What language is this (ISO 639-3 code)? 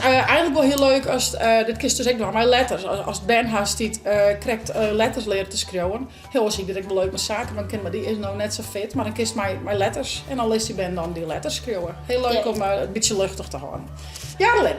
fry